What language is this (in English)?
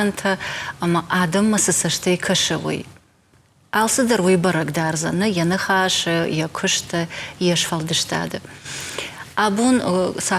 Ossetic